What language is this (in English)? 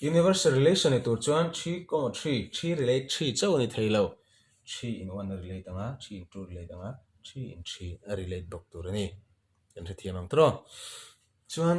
Mizo